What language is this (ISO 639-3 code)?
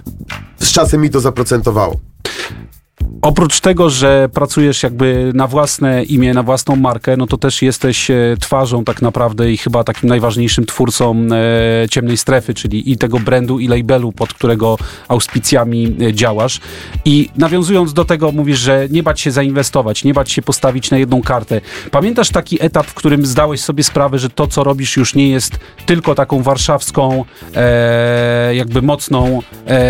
pol